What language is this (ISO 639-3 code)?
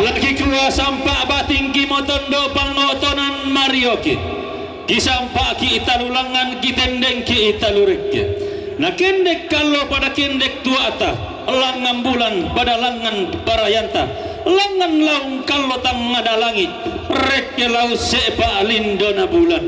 sda